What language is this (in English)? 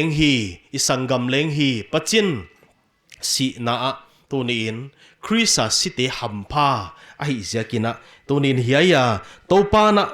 Paite Chin